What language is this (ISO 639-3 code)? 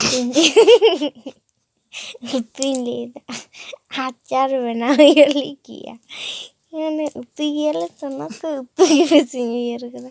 sat